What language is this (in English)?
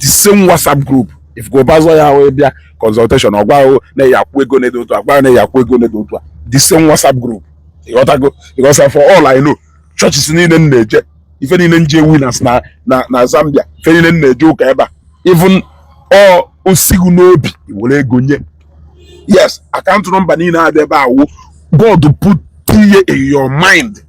Igbo